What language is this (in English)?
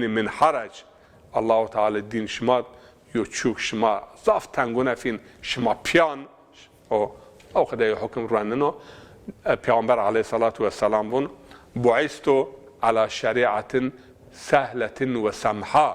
Zaza